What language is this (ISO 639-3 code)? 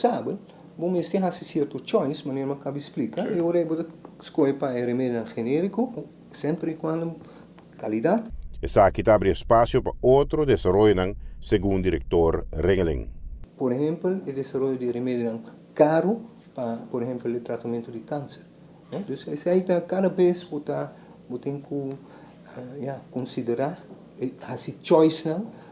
pap